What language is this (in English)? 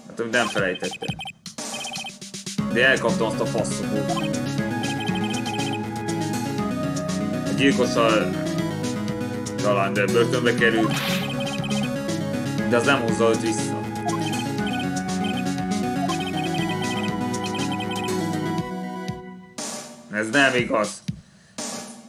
Hungarian